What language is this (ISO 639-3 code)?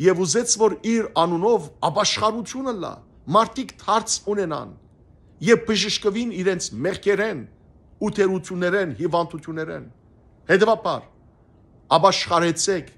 hyw